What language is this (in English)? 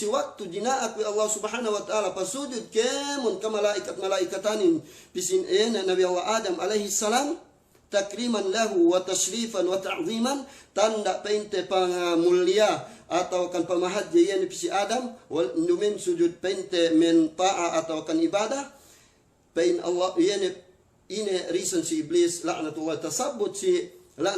Yakan